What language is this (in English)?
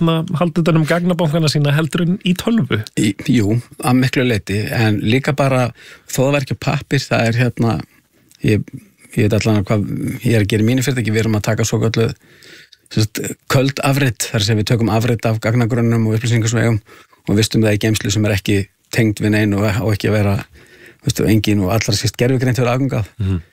Icelandic